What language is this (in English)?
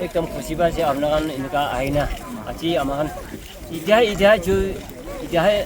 Naga Pidgin